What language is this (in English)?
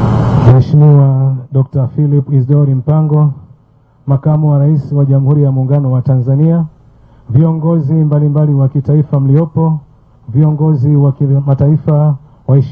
Swahili